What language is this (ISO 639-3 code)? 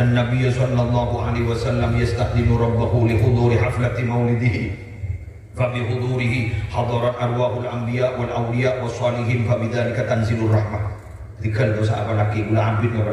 mad